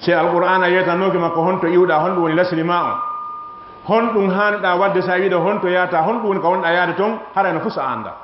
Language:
Fula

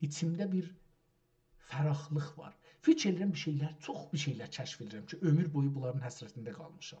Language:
South Azerbaijani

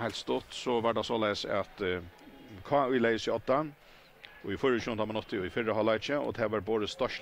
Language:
Faroese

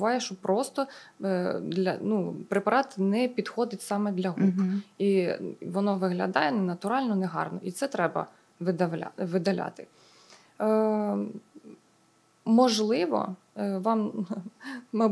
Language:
Ukrainian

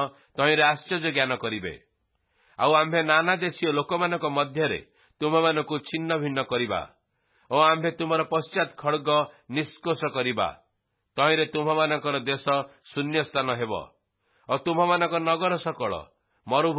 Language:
Odia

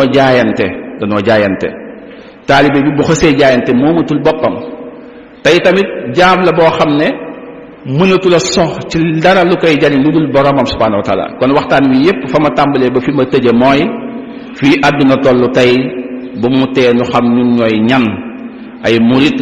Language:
Wolof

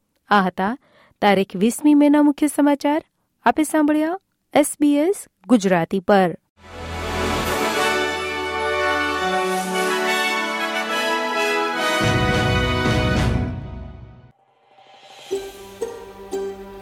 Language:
Gujarati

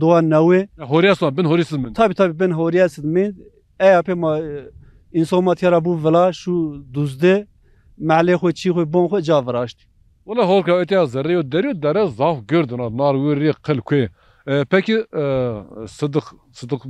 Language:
Zaza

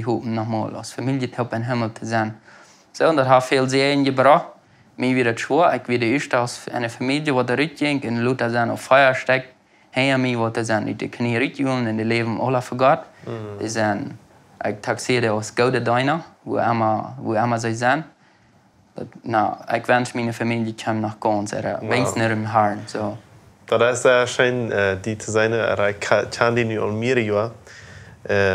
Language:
Plautdietsch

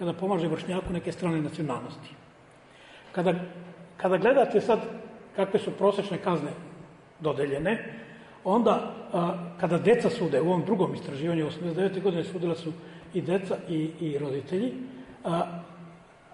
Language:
Serbian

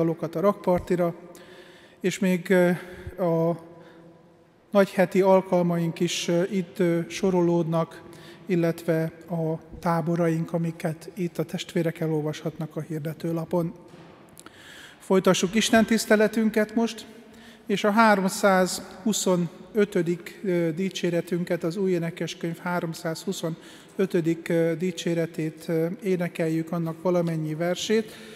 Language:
Hungarian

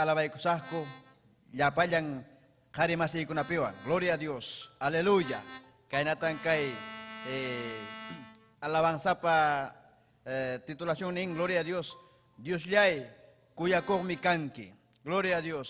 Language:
Ayacucho Quechua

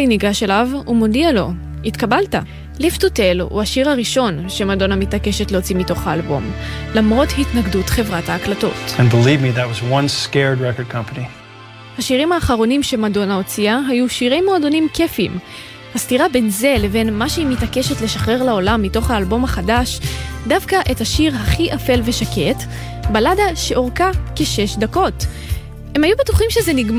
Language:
Hebrew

